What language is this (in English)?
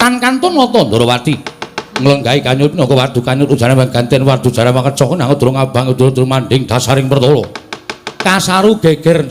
Javanese